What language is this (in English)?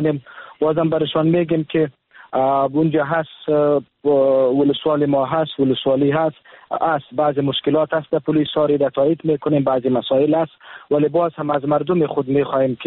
Persian